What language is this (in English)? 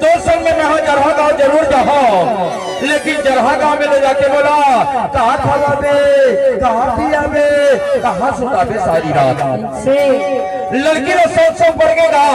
Chhattisgarhi